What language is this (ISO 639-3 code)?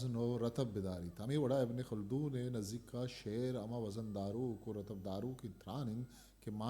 bgp